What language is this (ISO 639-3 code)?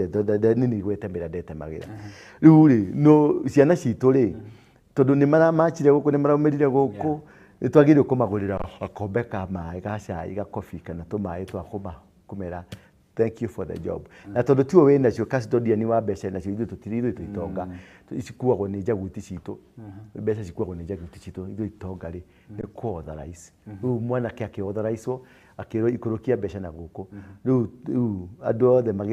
kik